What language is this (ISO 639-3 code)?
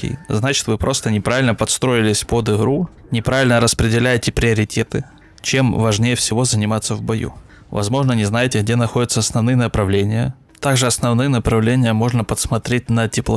rus